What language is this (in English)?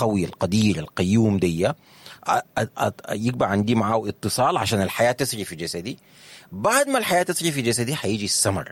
Sudanese Arabic